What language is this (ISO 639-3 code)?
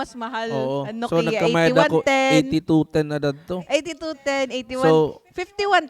war